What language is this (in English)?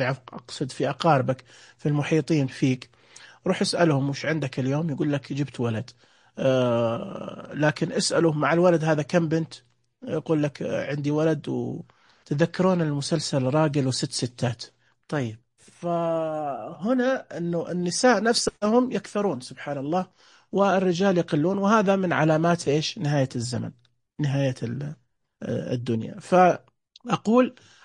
Najdi Arabic